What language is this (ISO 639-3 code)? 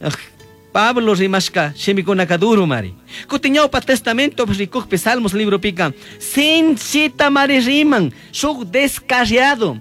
qug